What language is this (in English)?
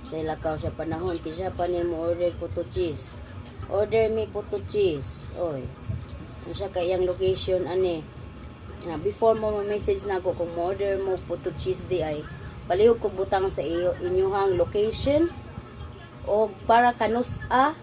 Cebuano